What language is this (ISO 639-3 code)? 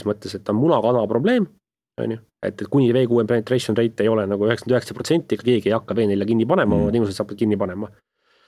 est